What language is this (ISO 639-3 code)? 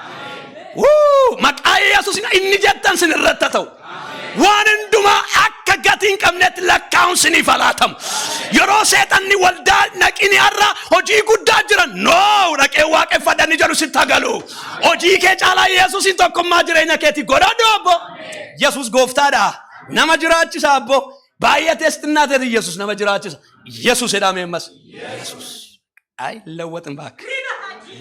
orm